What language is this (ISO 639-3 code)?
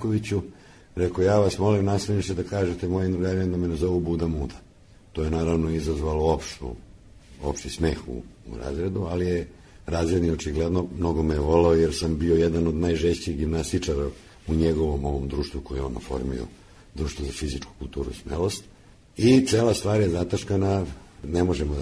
srp